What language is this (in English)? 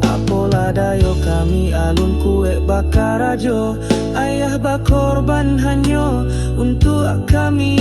Minangkabau